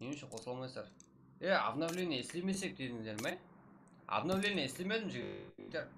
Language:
Kara-Kalpak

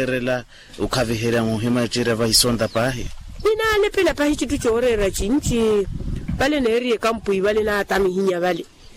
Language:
Makhuwa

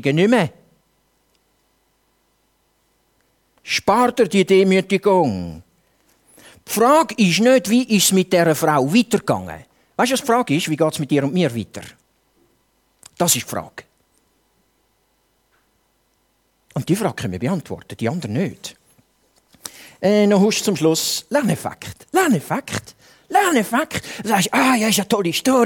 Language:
German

